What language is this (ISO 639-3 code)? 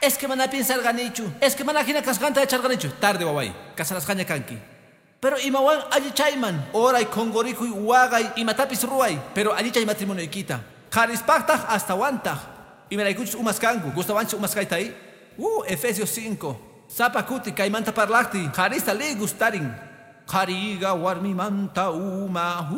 que